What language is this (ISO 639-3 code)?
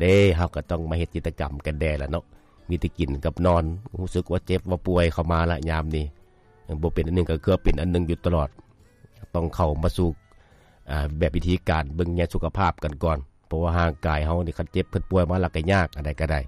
lao